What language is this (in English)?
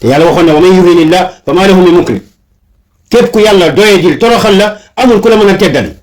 Wolof